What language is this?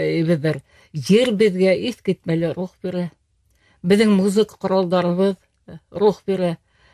Bashkir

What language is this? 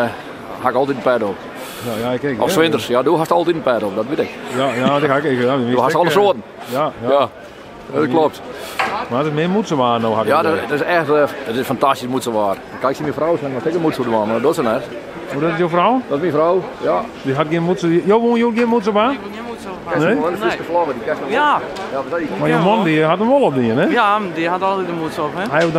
Western Frisian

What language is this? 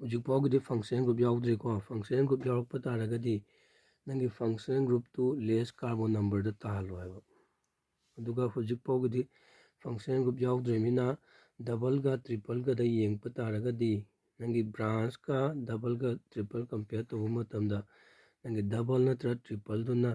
Manipuri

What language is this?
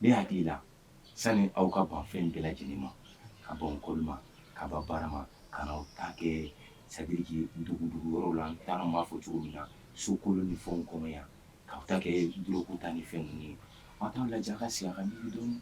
Bambara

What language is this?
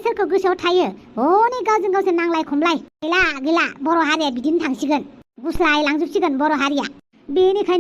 Bodo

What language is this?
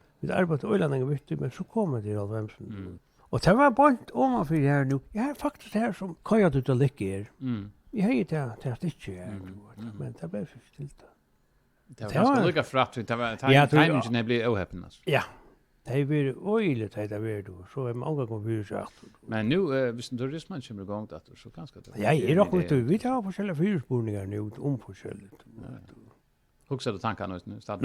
Faroese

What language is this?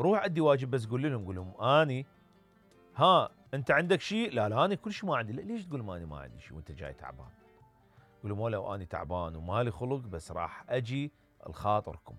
Mesopotamian Arabic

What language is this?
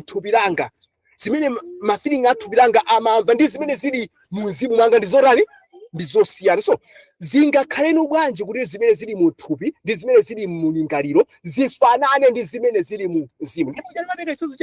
Nyanja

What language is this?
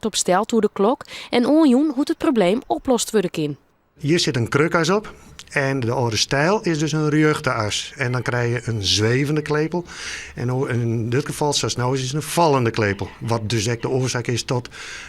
Western Frisian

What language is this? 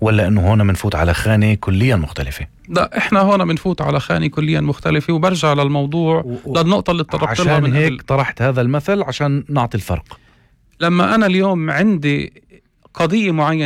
North Levantine Arabic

